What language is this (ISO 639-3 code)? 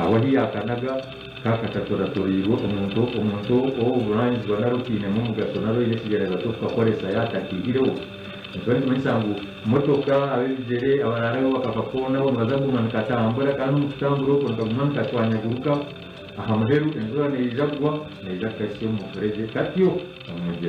nyn